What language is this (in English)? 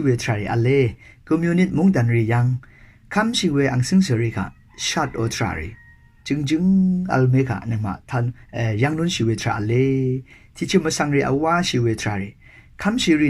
Rawang